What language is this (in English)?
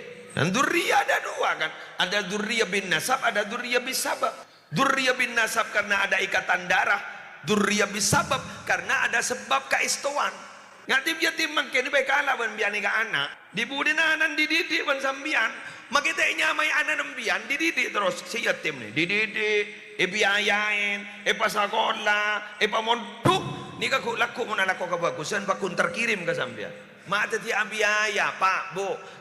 Madurese